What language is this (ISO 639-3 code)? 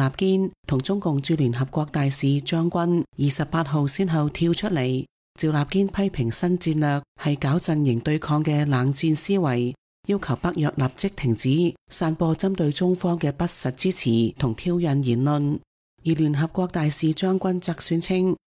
yue